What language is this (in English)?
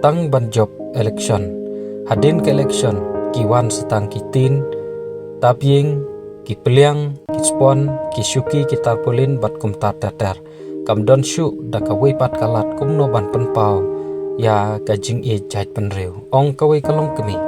Khasi